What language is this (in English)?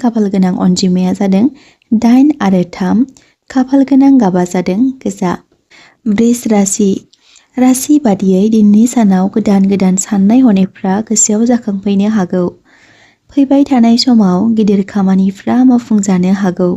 Bodo